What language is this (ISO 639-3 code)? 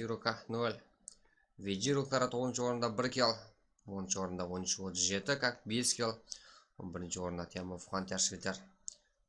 kaa